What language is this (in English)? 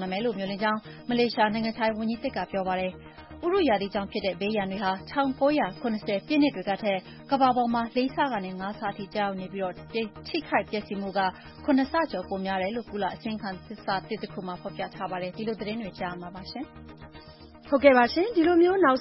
Burmese